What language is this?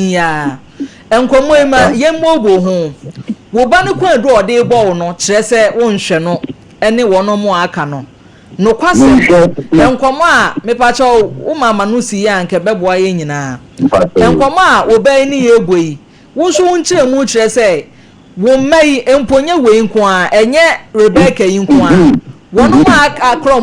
Akan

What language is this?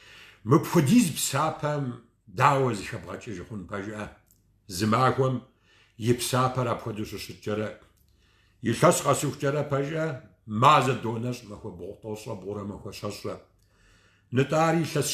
Kabardian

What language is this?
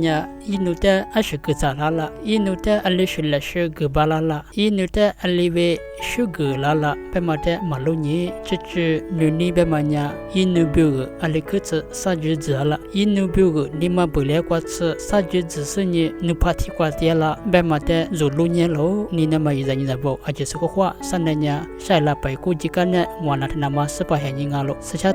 Lisu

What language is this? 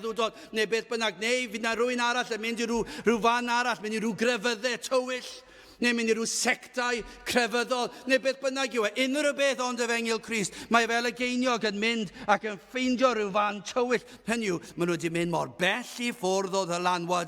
Welsh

